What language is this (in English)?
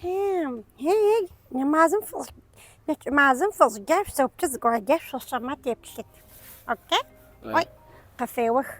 Adyghe